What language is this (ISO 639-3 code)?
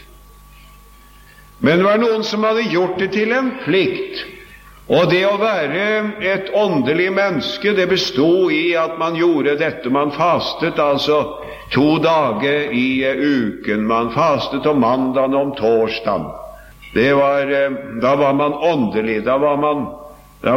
nor